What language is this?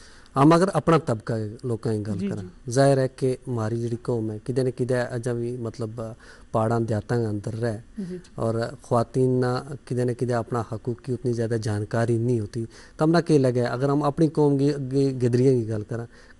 Gujari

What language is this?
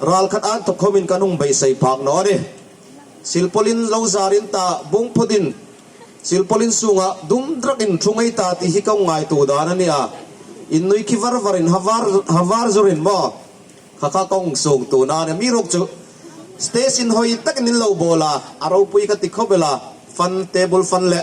Hmar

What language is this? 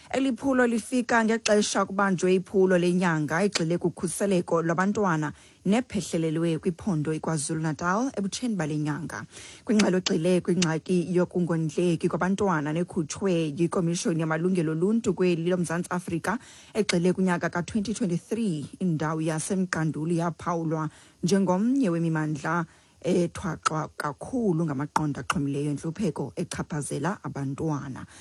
Xhosa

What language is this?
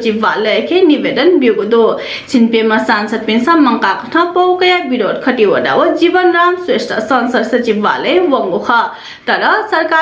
Newari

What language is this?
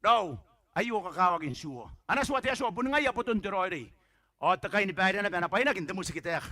Gilbertese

